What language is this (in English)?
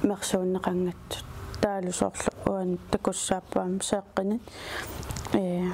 Kalaallisut